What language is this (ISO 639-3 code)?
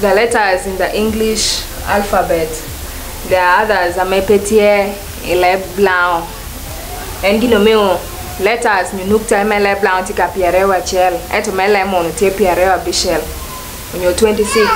laj